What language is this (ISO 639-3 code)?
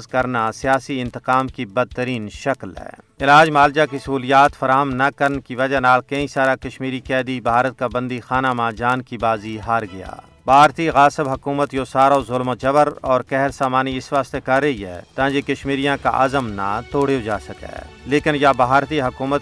gju